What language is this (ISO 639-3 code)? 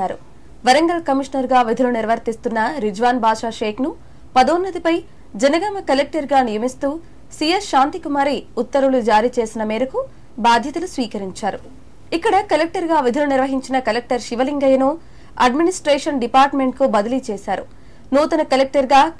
tel